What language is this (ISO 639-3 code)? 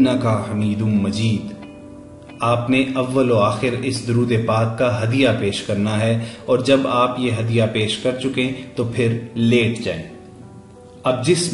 urd